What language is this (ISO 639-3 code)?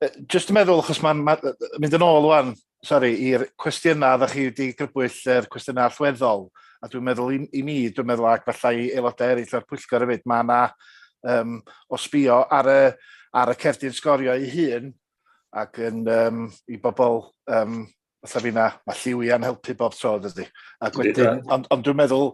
cym